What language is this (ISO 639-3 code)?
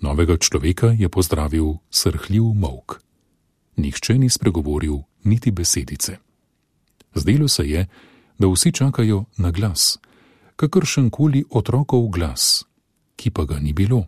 slv